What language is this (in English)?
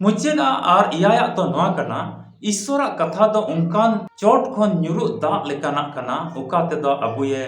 Santali